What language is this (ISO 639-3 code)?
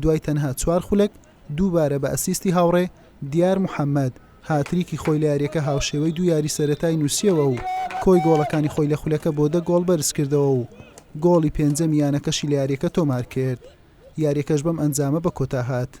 ckb